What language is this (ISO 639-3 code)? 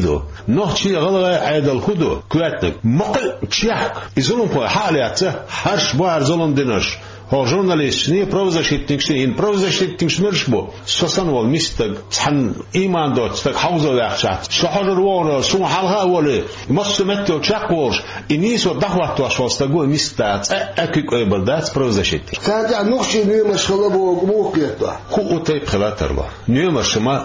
che